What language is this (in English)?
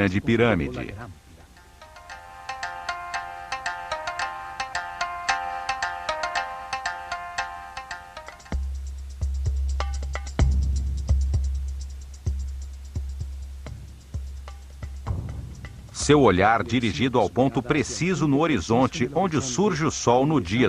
Portuguese